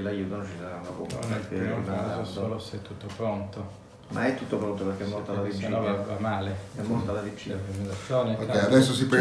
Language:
Italian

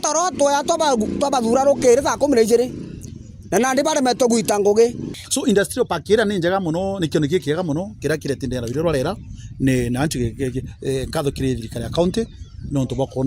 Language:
Meru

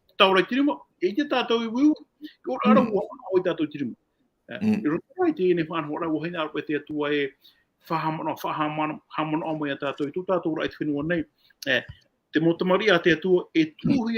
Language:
Tahitian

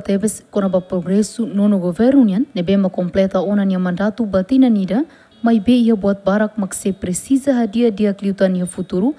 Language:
Tetum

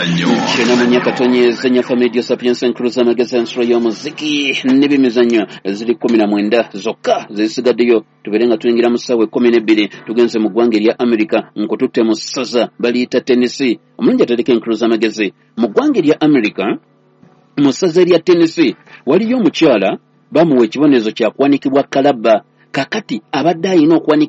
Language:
Ganda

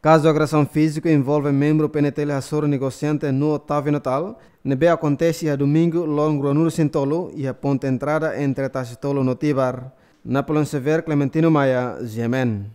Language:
Tetum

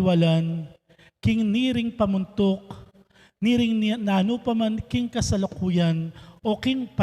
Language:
Pampanga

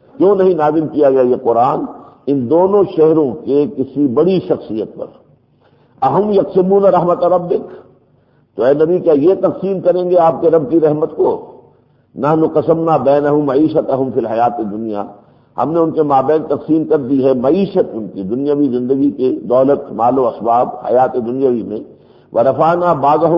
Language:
Urdu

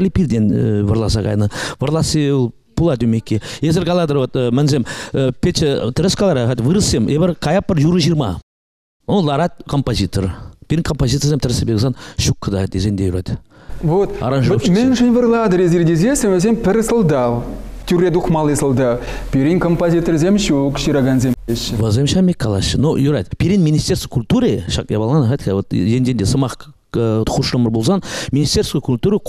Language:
Chuvash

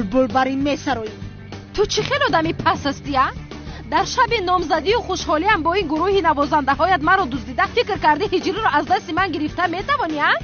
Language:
Tajik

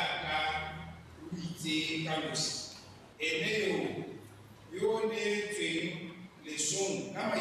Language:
Tswana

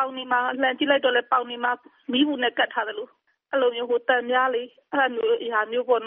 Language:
Burmese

